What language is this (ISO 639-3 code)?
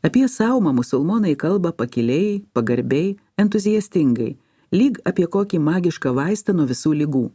lit